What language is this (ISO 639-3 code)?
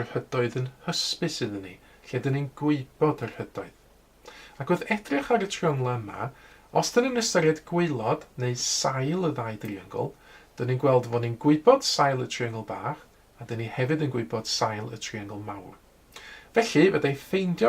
cym